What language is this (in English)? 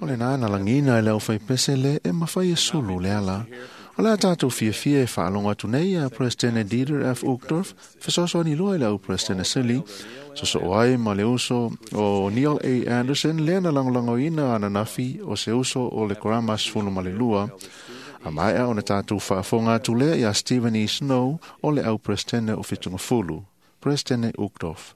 Samoan